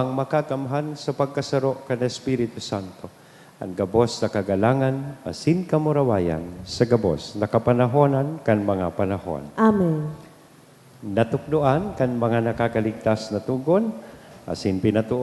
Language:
Bikol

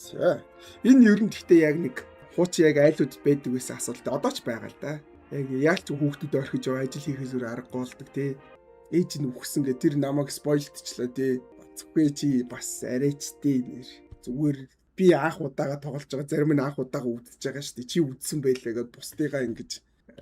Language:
Mongolian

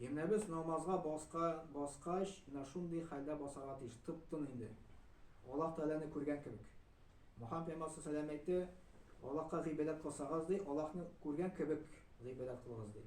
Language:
Tatar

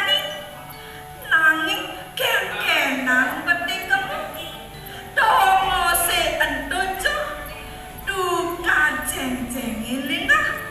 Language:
Balinese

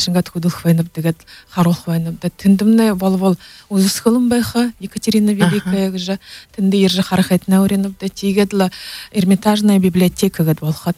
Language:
Buriat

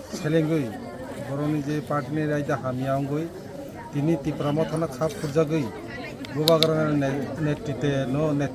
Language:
Kok Borok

